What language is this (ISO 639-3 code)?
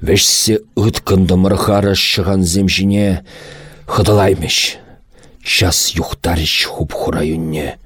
chv